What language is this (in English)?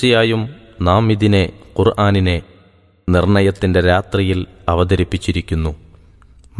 Malayalam